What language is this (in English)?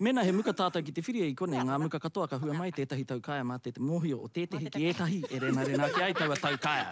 Māori